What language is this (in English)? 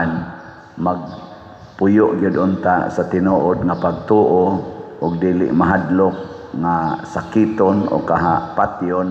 Cebuano